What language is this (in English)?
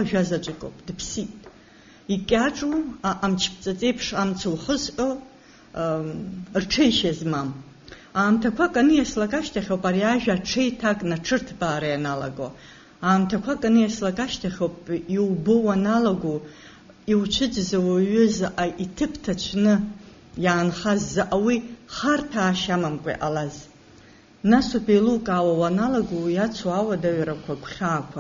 Abkhazian